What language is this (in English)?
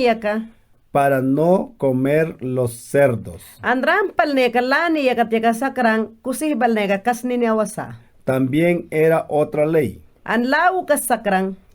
Mayangna